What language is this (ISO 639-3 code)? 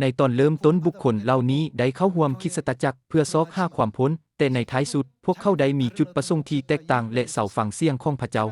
lao